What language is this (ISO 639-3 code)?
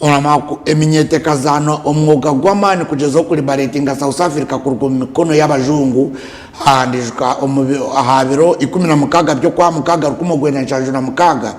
nyn